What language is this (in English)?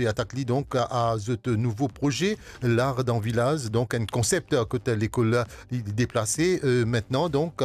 Morisyen